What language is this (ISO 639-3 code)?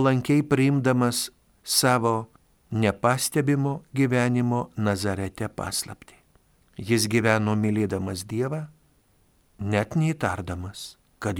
lit